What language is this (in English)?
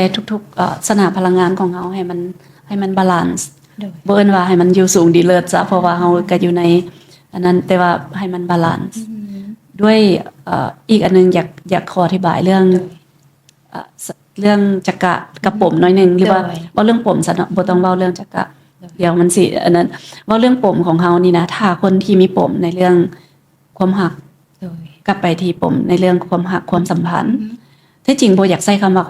Lao